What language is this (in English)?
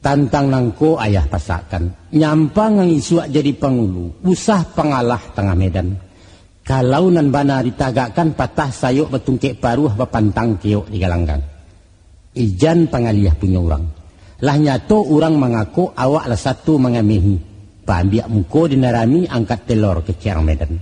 Minangkabau